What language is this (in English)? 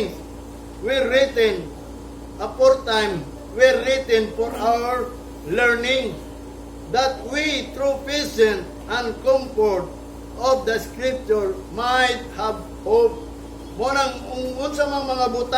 Cebuano